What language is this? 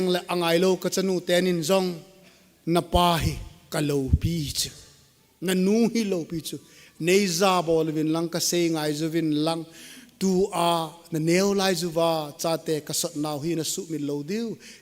Thado Chin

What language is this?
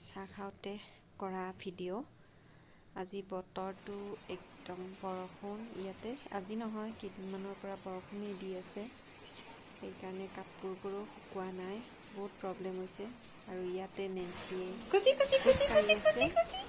Assamese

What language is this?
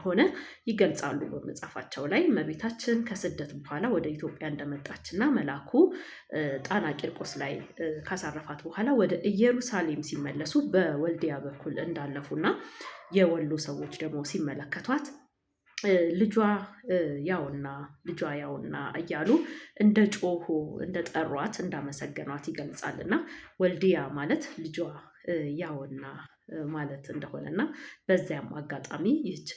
Amharic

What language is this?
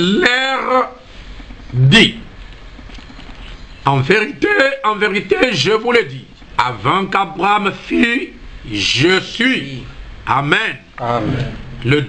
French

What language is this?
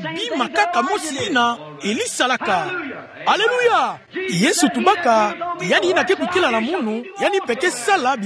Kituba (Democratic Republic of Congo)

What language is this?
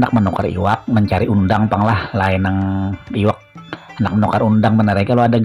Banjar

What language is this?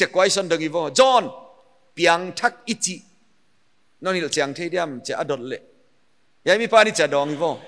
Paite Chin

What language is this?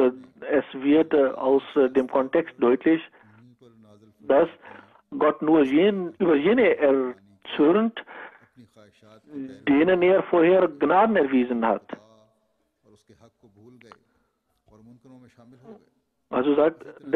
German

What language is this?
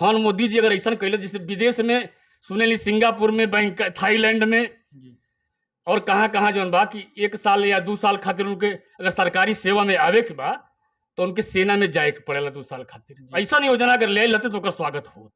Bhojpuri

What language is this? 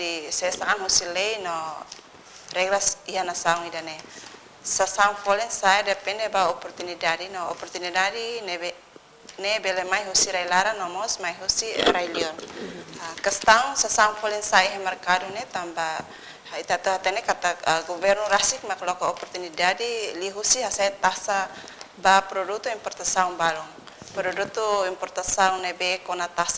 Tetum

